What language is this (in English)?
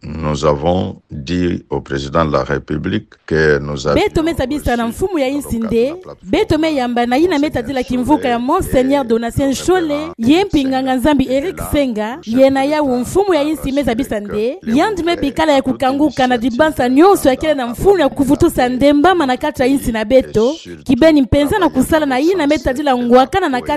Kituba (Democratic Republic of Congo)